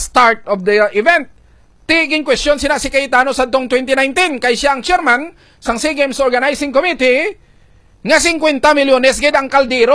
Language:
Hiligaynon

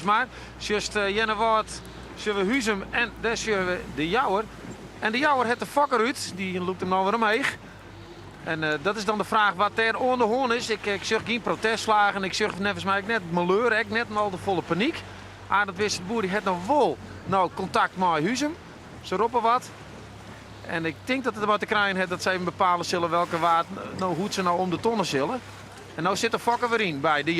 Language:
Western Frisian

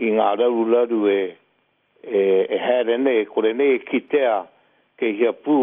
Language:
Māori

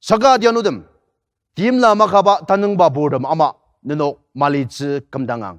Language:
Ao Naga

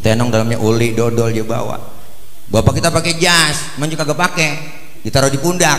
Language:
Betawi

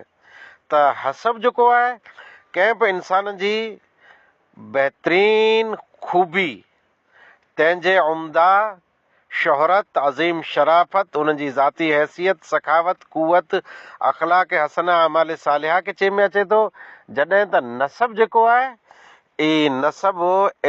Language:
Sindhi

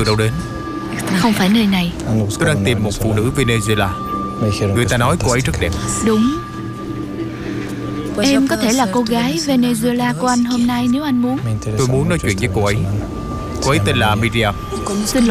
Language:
Vietnamese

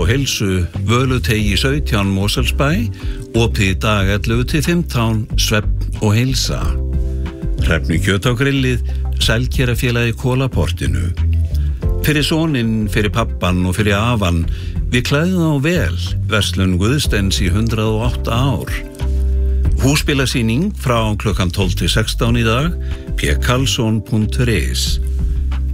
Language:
Icelandic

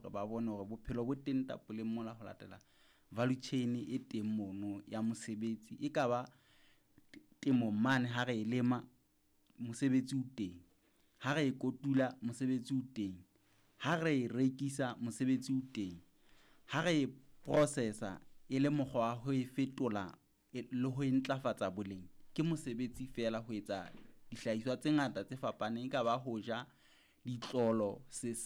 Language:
Southern Sotho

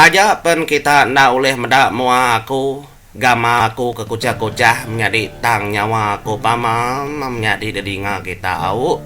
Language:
Iban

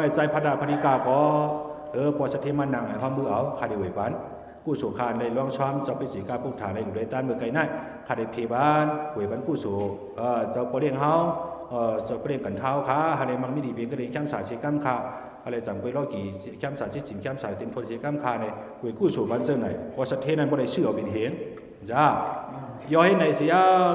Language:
Shan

